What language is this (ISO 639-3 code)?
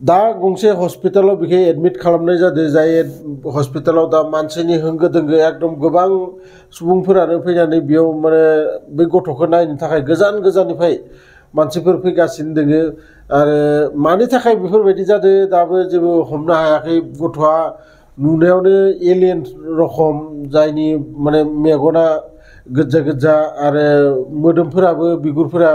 brx